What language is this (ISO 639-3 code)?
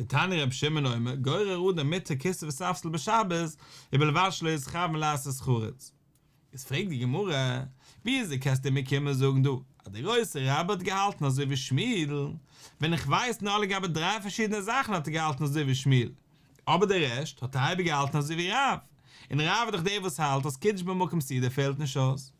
yid